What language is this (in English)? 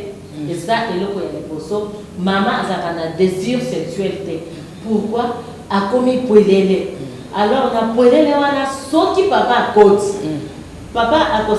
Lingala